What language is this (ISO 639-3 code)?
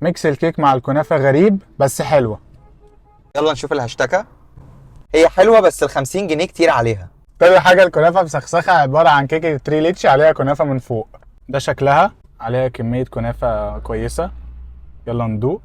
arz